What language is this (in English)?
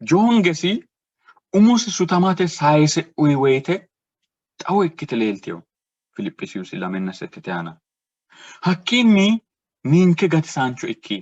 Sidamo